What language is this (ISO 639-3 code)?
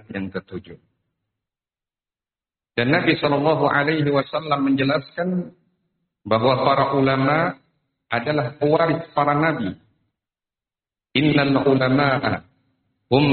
ind